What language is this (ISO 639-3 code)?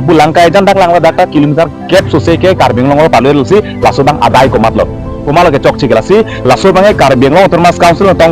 mjw